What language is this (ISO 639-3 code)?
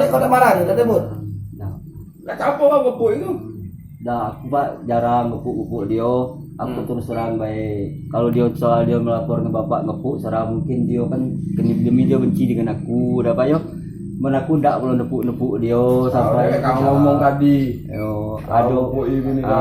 mui